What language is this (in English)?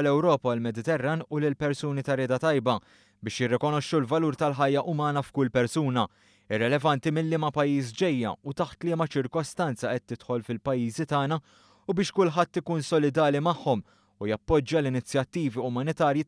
Maltese